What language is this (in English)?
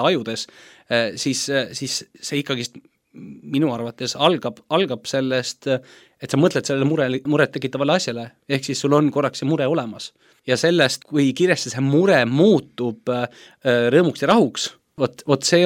Estonian